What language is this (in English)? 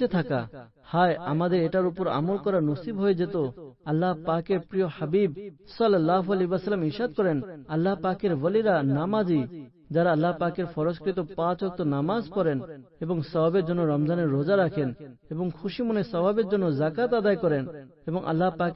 Bangla